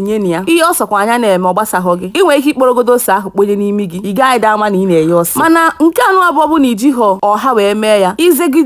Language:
Igbo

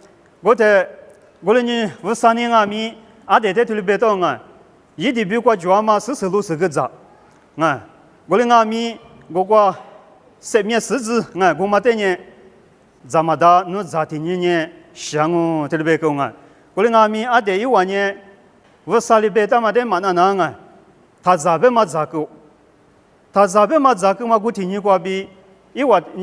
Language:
Lisu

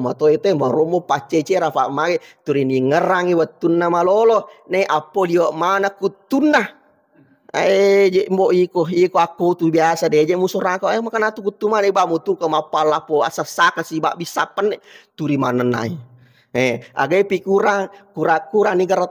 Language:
Buginese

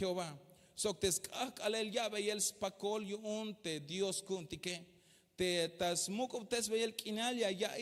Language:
Tzeltal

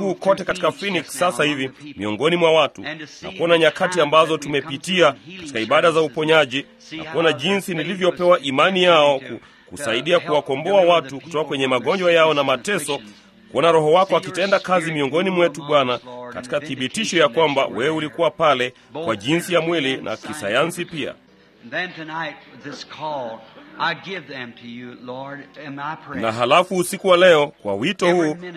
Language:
Swahili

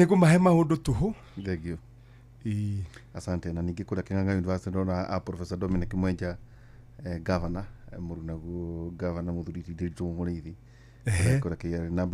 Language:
Kikuyu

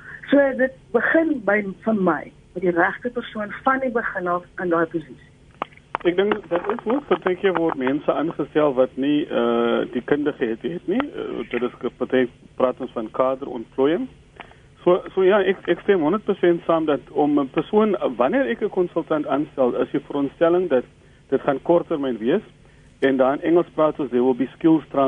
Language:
Afrikaans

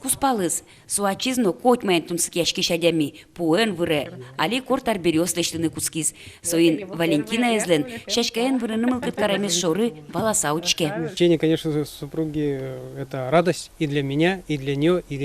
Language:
Udmurt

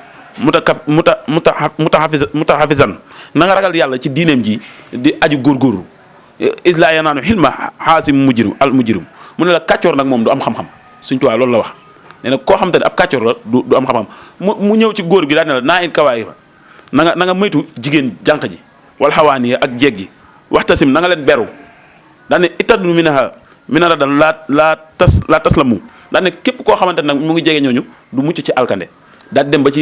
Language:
Wolof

